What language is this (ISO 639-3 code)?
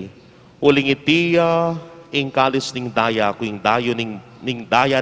pam